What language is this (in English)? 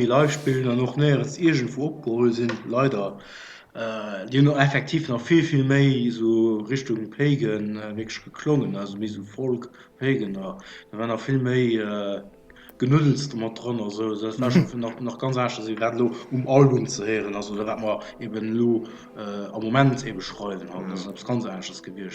Luxembourgish